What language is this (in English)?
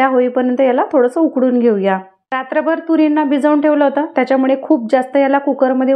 Marathi